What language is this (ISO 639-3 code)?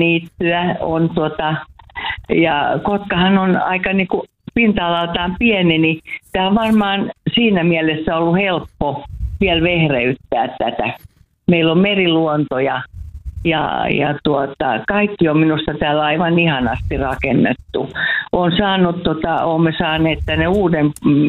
fin